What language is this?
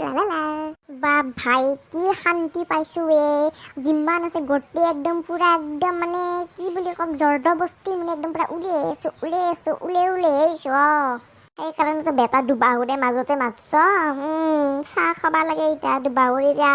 Assamese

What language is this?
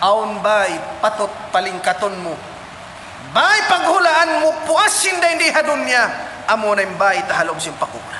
Tausug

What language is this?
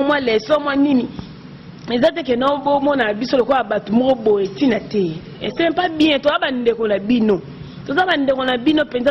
Lingala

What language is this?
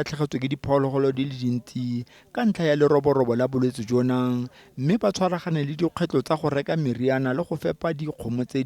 Tswana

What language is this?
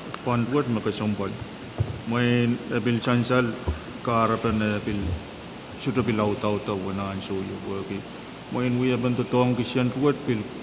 Pohnpeian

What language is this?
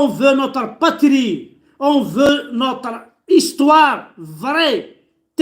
Kabyle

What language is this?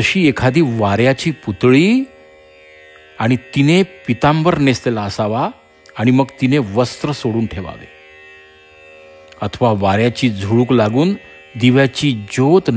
Marathi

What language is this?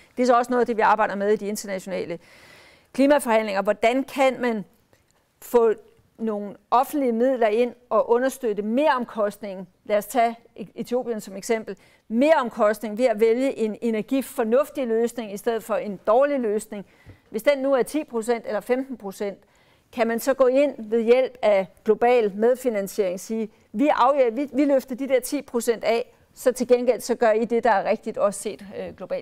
Danish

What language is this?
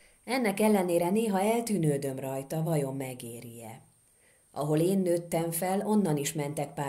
Hungarian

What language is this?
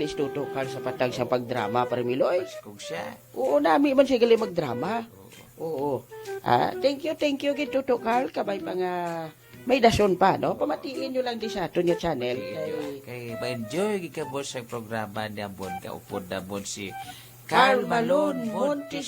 Hiligaynon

